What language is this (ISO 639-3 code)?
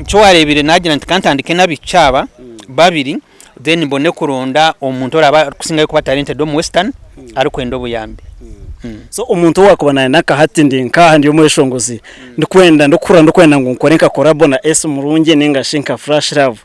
nyn